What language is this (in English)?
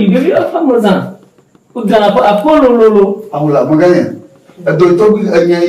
Ewe